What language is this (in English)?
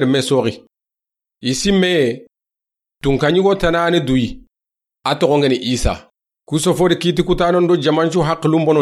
Soninke